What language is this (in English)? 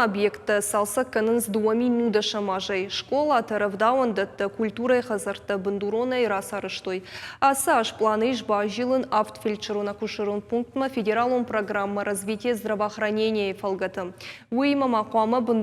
Ossetic